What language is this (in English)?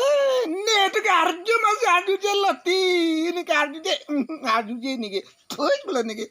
Karbi